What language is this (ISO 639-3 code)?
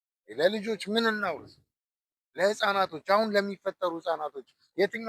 amh